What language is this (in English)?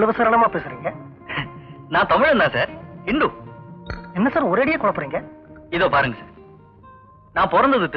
Tamil